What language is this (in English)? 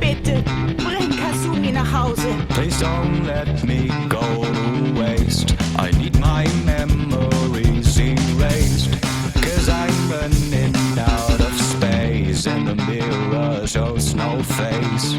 Bavarian